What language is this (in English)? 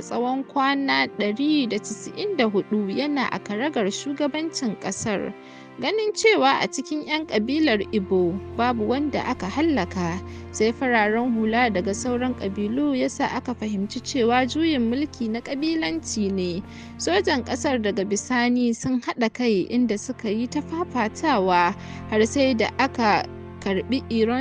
Hausa